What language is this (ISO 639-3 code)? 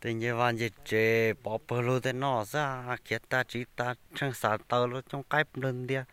hmn